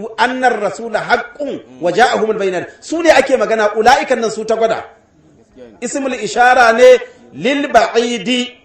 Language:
Hausa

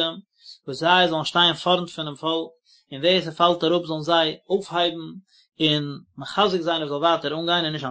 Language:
Yiddish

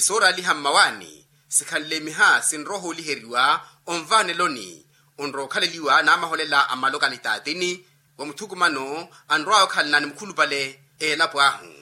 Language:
Makhuwa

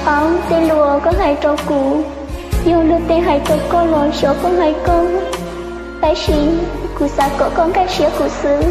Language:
Hmong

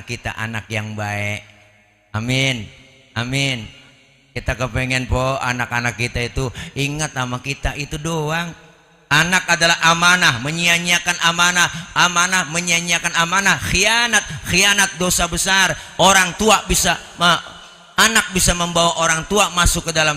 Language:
Betawi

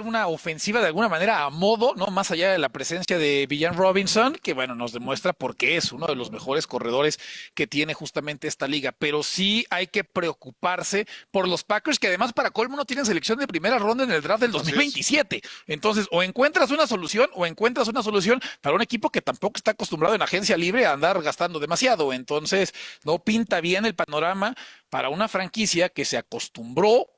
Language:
Spanish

